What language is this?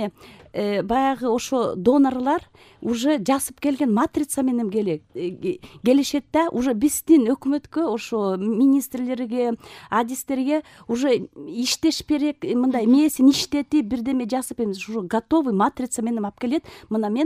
Kyrgyz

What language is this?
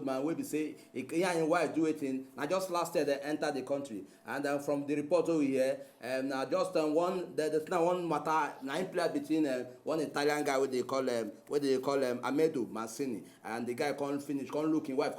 Nigerian Pidgin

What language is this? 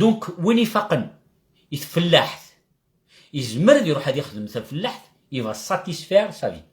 Kabyle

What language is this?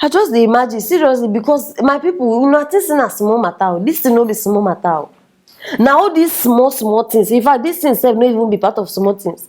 Nigerian Pidgin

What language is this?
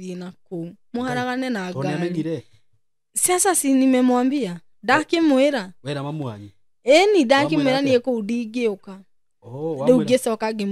Kikuyu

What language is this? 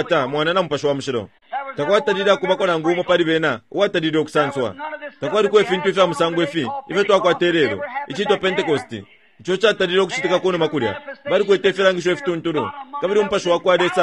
Bemba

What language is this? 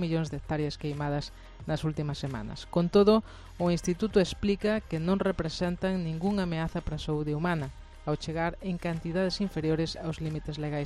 Galician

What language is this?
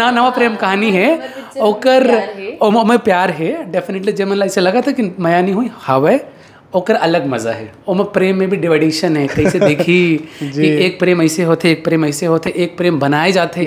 Chhattisgarhi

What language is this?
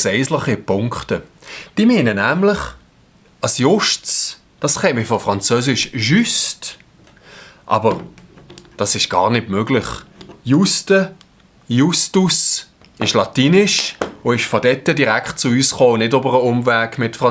Swiss German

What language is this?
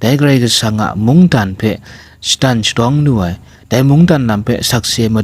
Kachin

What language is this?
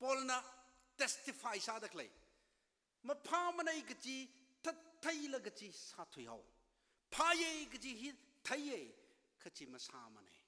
Tangkhul Naga (India)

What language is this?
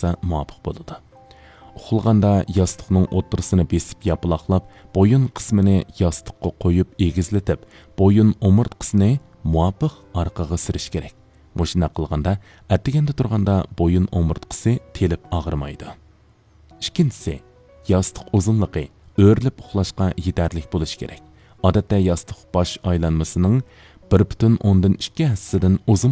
Uyghur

